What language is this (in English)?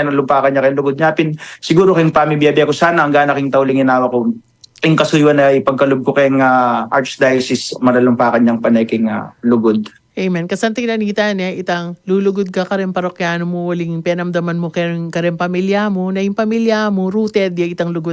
Pampanga